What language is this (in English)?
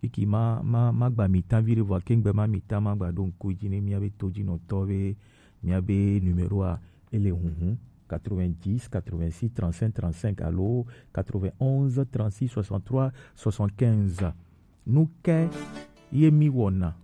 Gen